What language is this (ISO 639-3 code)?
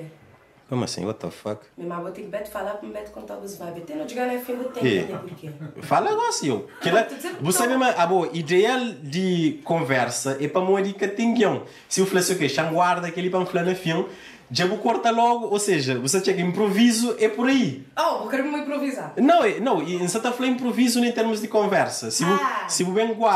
kea